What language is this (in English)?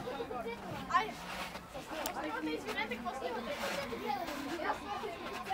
Bulgarian